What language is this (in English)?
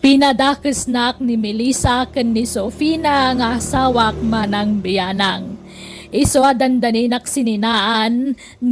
Iloko